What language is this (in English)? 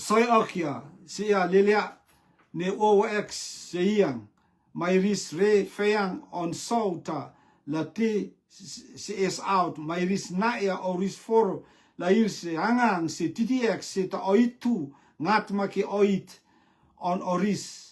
Rotuman